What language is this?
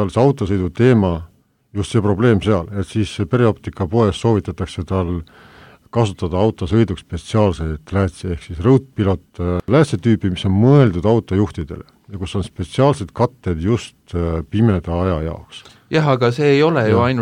Estonian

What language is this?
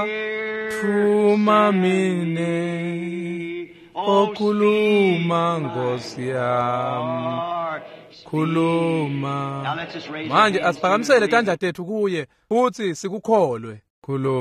Swati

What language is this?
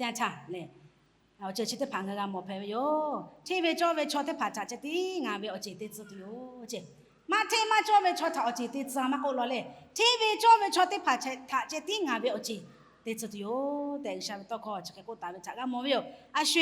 Lahu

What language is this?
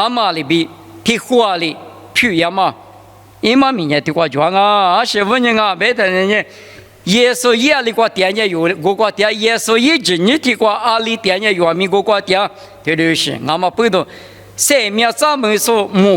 Lisu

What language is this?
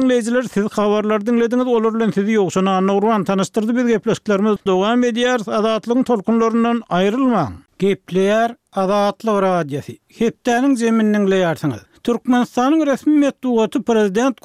Turkmen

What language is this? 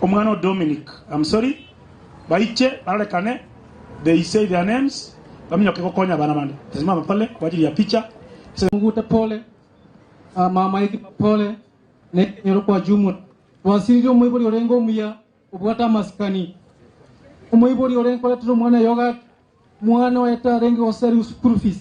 Gusii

